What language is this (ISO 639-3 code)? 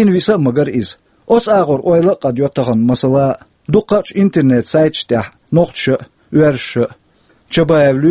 che